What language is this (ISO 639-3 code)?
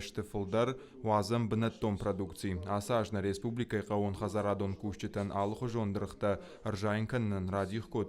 oss